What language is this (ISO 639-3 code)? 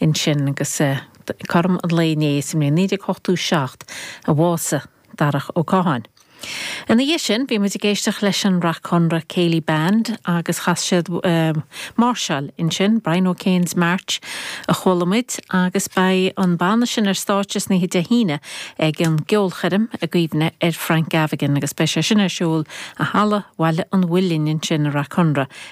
gle